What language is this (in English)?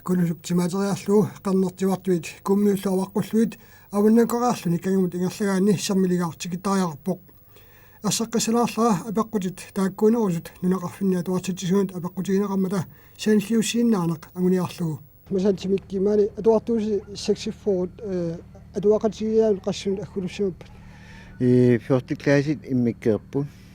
Kalaallisut